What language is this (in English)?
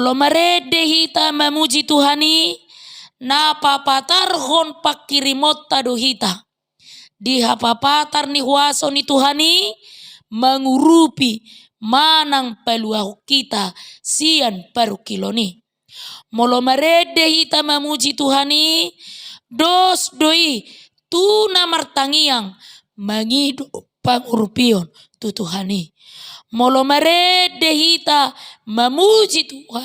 Batak Toba